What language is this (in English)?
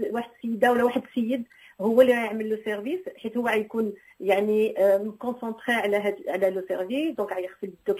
Moroccan Arabic